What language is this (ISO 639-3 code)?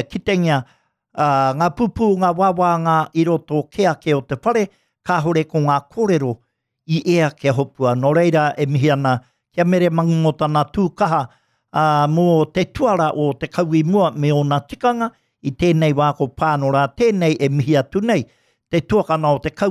mri